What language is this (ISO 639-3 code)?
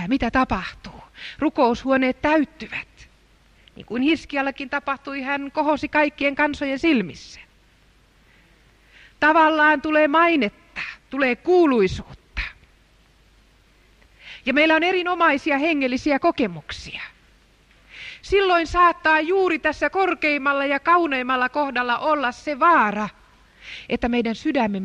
fin